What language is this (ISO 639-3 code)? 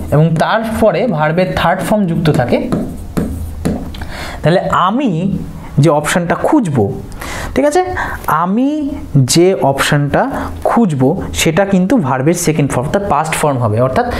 ben